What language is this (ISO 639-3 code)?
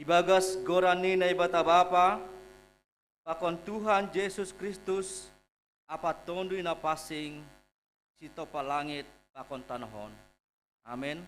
bts